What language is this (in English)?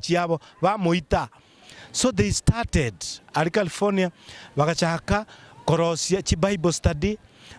Gusii